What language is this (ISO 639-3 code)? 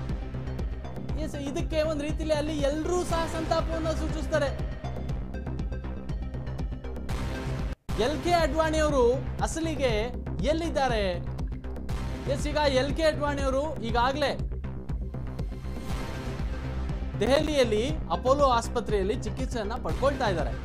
kan